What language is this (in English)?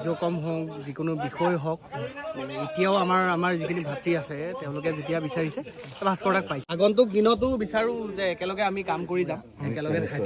Assamese